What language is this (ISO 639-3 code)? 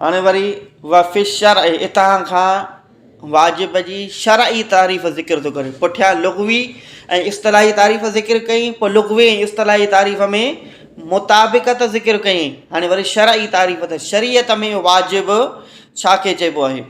snd